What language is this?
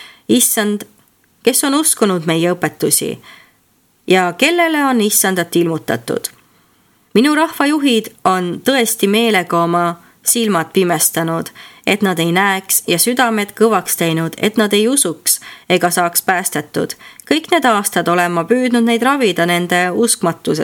Estonian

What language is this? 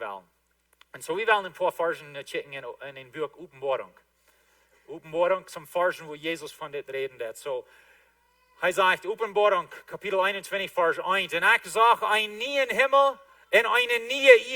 Plautdietsch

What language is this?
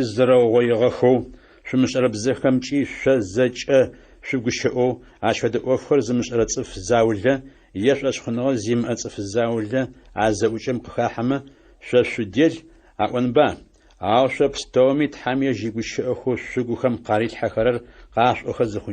Adyghe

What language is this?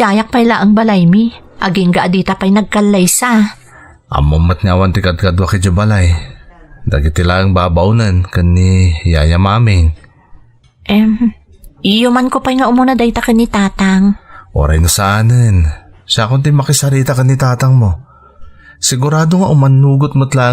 Iloko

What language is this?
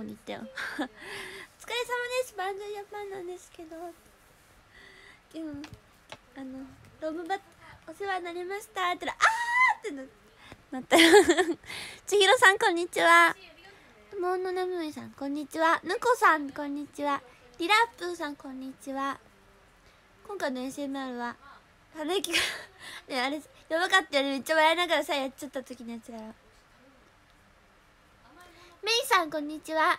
Japanese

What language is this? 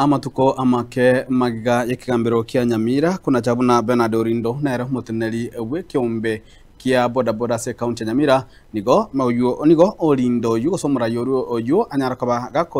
Gusii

